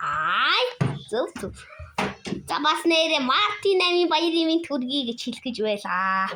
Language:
Mongolian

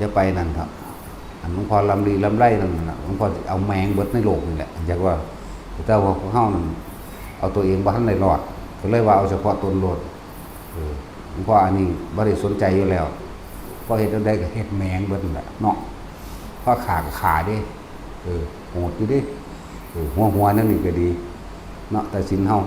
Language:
Northeastern Thai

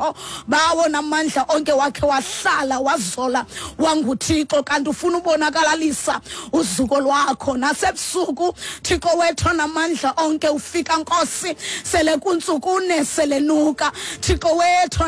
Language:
Xhosa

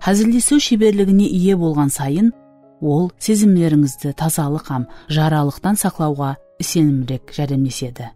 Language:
Kara-Kalpak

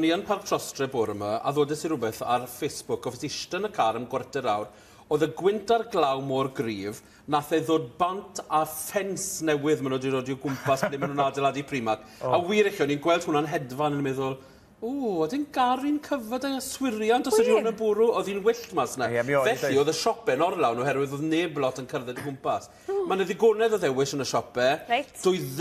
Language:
Welsh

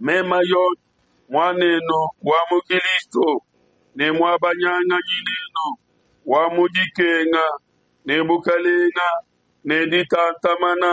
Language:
Luba-Lulua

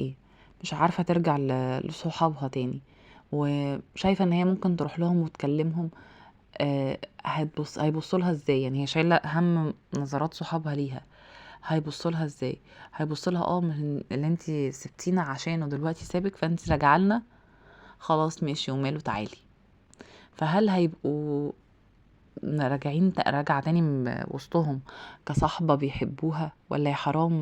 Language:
Egyptian Arabic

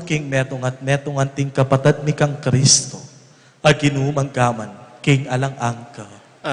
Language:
Pampanga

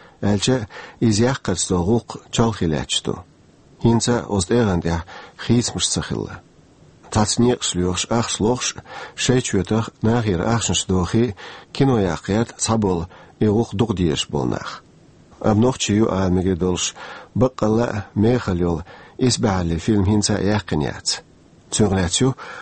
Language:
Chechen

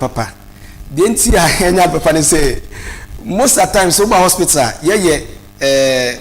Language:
Akan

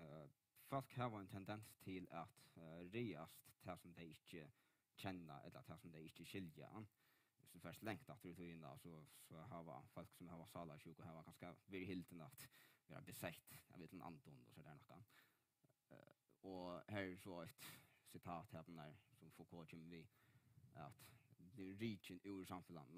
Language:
Faroese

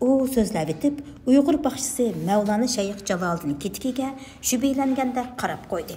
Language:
Uyghur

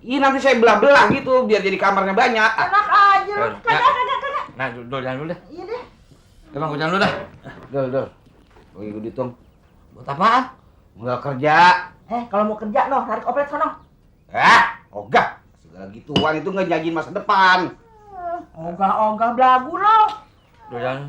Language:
Betawi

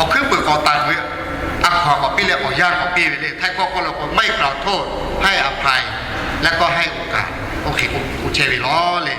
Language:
Lahu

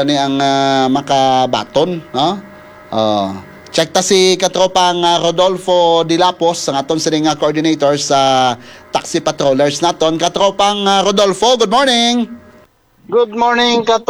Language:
Hiligaynon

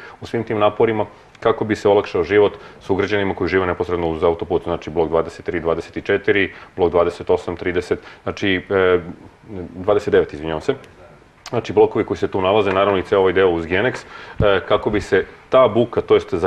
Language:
Serbian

